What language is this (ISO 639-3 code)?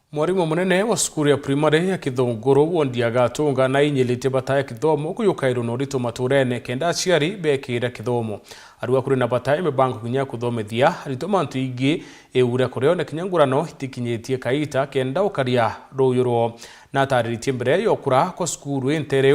mer